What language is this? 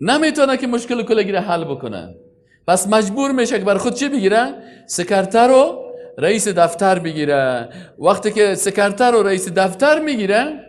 Persian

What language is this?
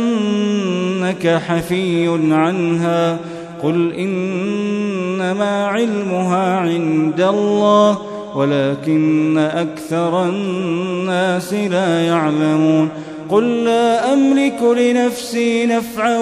Arabic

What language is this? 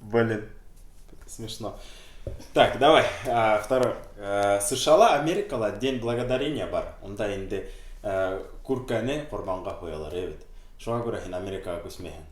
Bashkir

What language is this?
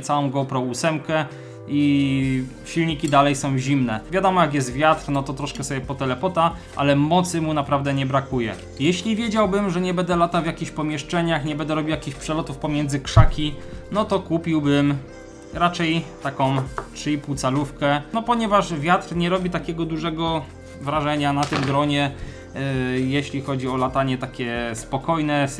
Polish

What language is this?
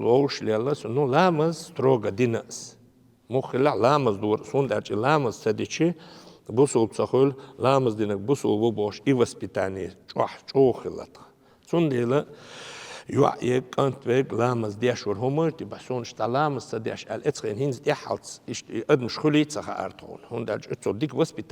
Chechen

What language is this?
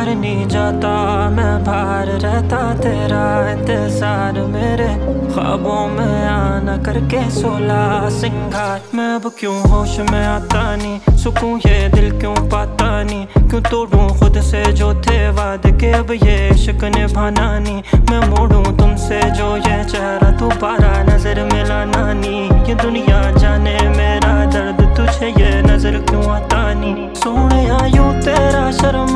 Hindi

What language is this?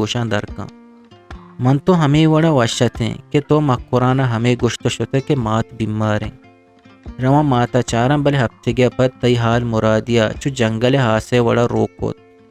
Eastern Balochi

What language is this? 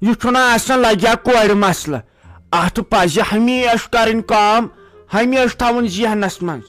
Kashmiri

